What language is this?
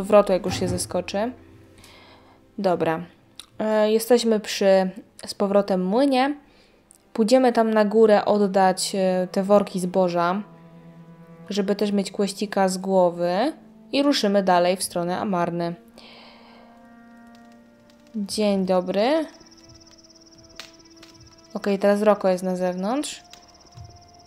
Polish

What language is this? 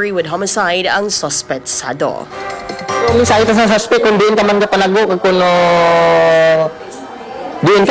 Hiligaynon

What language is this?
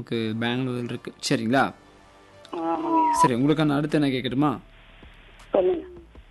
Tamil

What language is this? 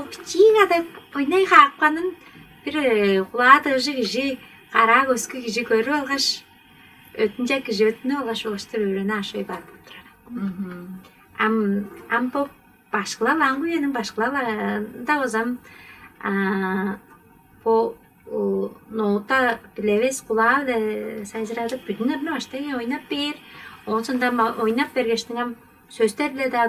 Tuvinian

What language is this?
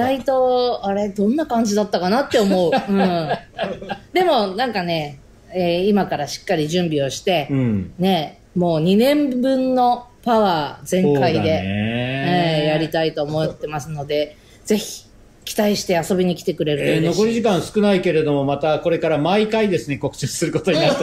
Japanese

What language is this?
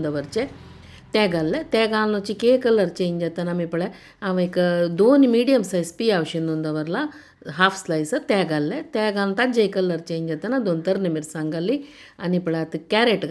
Konkani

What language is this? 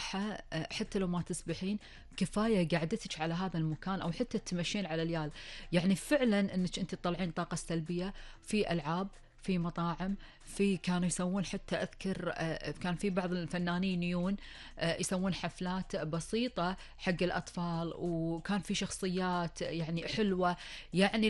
Gulf Arabic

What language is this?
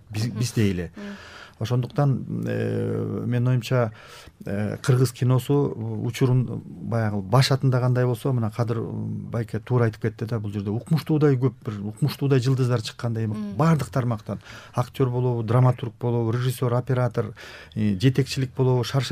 Kyrgyz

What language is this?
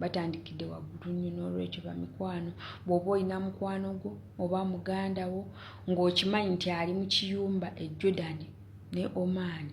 Ganda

